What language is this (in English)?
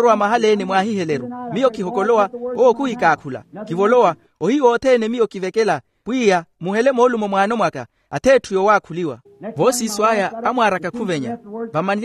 Makhuwa